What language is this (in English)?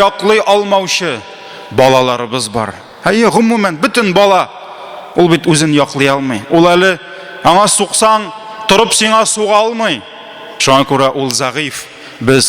Tatar